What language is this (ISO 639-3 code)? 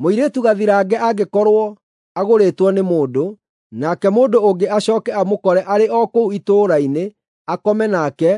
kik